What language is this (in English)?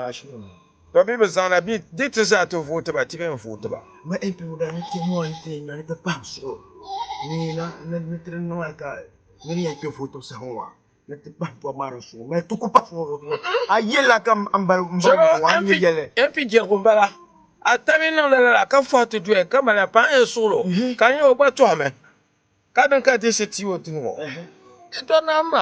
Dagbani